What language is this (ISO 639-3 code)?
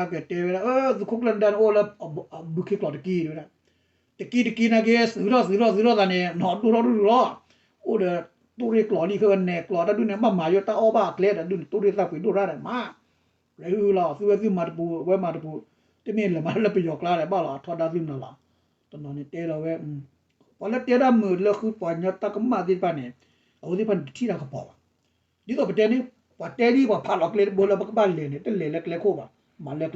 ksw